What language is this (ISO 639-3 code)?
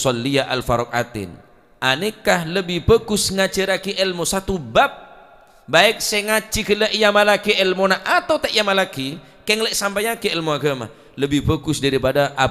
mad